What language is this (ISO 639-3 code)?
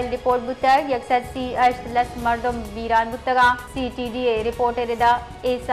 bal